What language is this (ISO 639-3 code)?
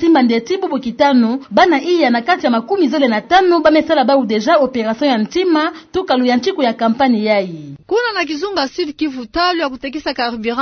ktu